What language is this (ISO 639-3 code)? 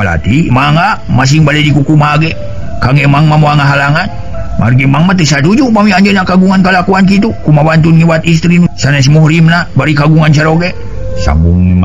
sun